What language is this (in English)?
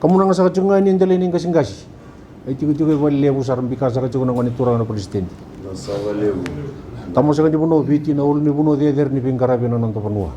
Fijian